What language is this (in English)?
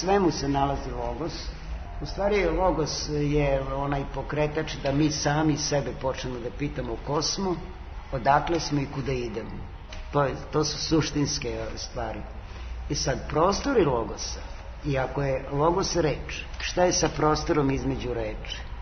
Serbian